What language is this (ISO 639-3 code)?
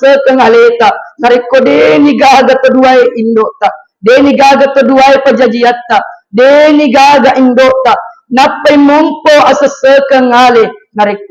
bug